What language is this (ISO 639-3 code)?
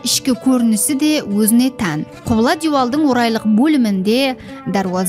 kaa